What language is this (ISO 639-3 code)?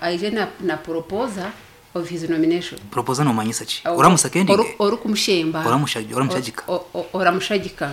nyn